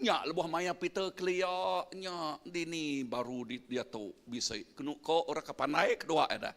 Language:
Iban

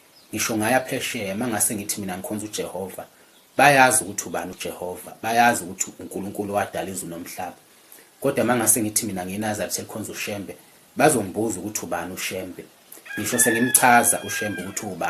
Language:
Zulu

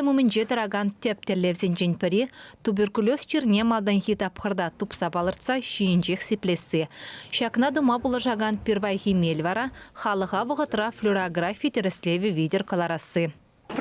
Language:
Chuvash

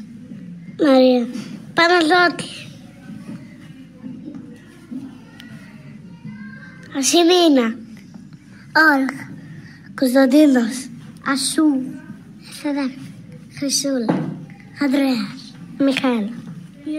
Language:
Greek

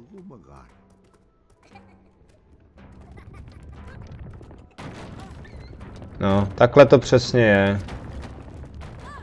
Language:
Czech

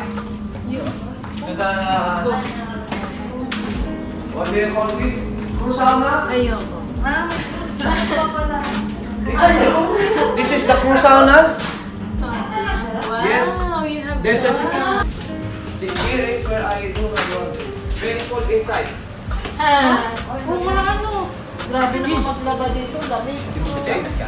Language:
Filipino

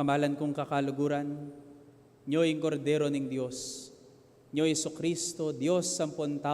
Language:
Pampanga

